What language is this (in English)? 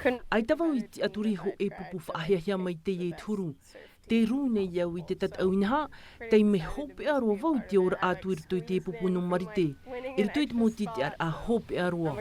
Tahitian